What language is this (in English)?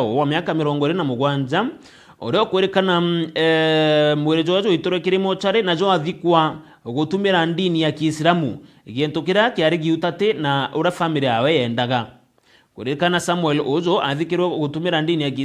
Meru